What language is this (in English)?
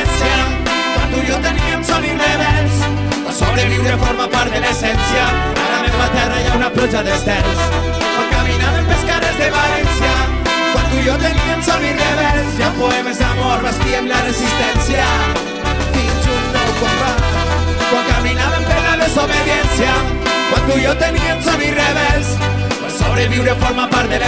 Catalan